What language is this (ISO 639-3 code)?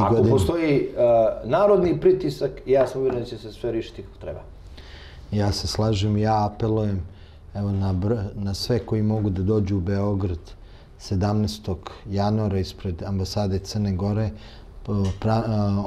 srp